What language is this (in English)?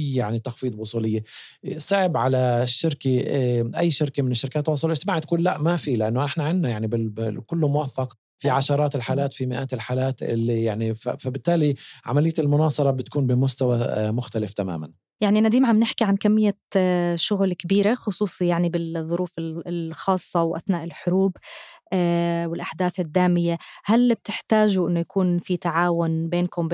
North Levantine Arabic